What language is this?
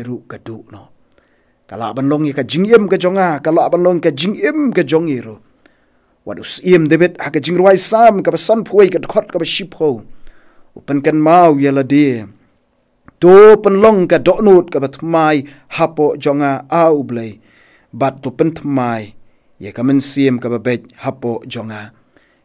Khasi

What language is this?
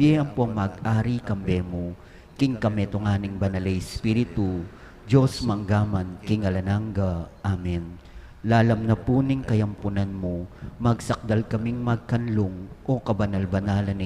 Pampanga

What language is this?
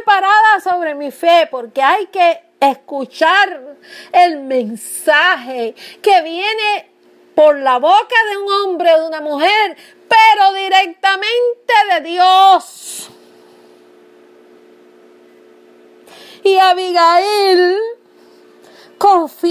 Spanish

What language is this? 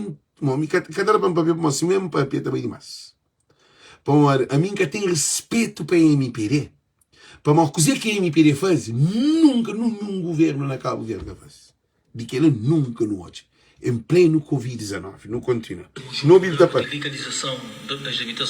Kabuverdianu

